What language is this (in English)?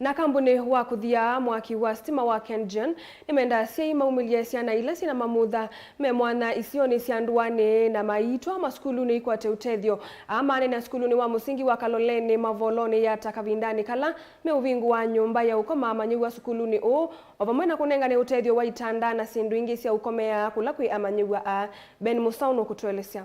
Kamba